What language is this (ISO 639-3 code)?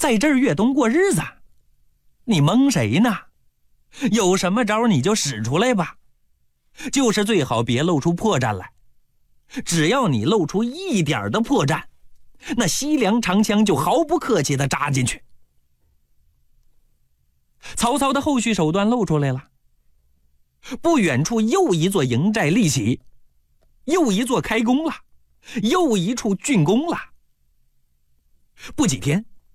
zho